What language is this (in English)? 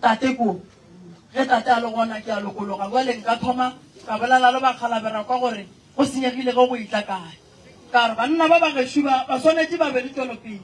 Northern Sotho